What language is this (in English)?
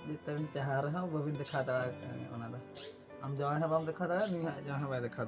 Santali